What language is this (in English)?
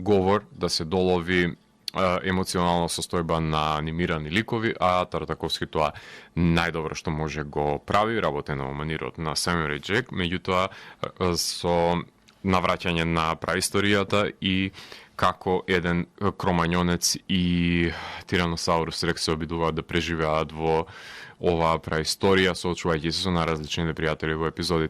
Macedonian